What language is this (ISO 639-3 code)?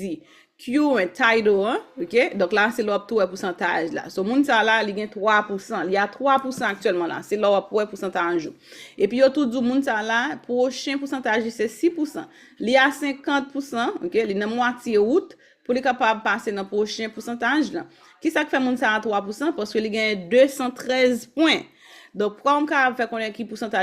hat